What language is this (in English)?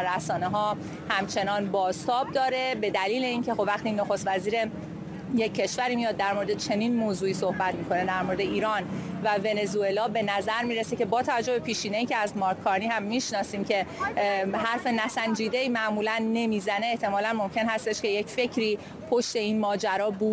Persian